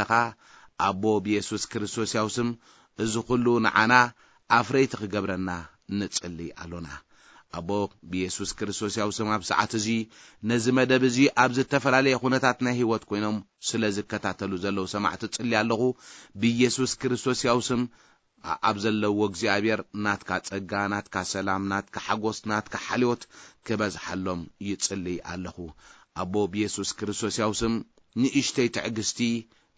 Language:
Tigrinya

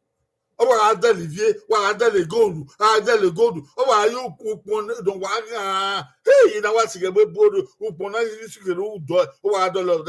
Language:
Bini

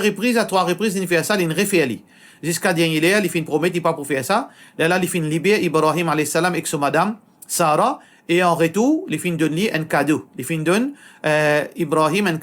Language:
Morisyen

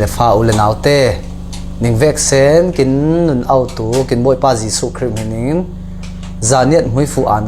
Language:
Falam Chin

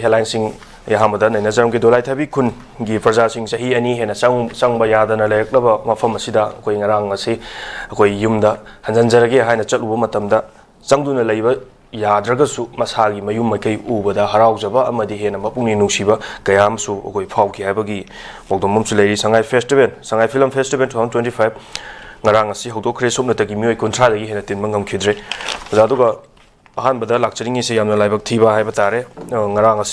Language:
Manipuri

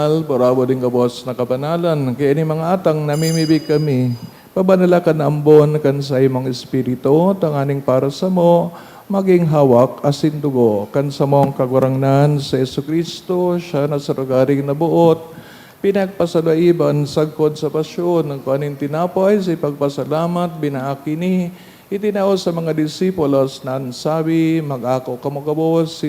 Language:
Bikol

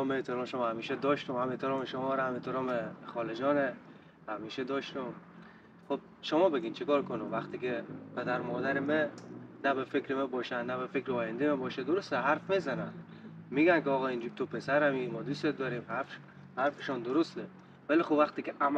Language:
Persian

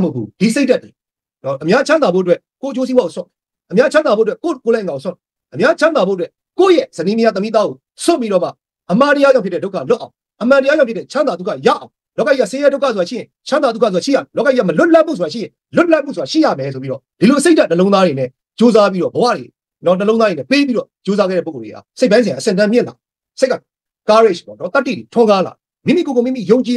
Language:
Burmese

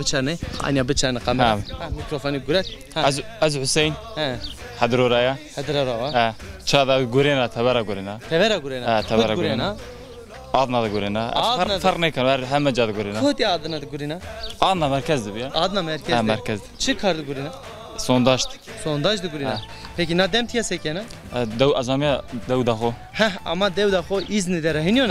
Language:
Zaza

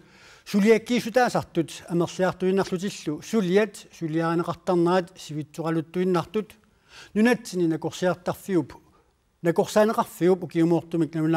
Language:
Kalaallisut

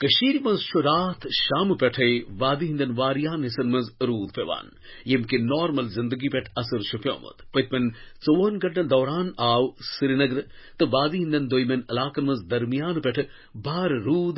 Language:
Kashmiri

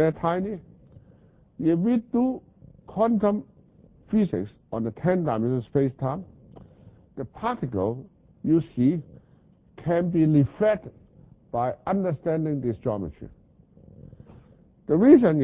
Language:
English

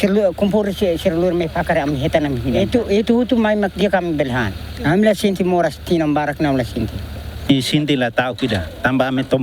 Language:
Tetum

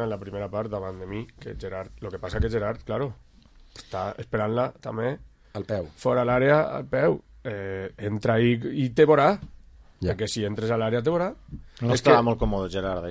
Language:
Catalan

